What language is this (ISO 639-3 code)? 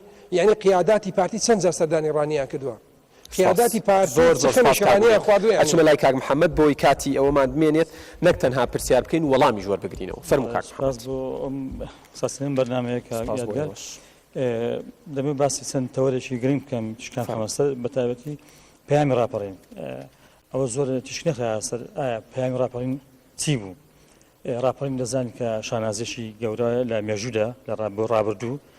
ckb